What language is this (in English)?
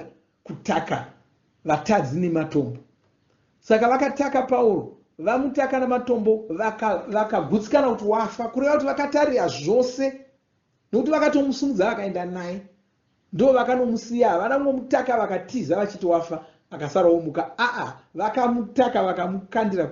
Shona